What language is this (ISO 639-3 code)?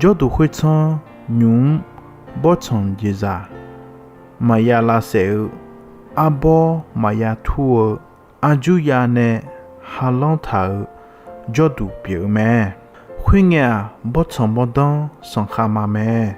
ahk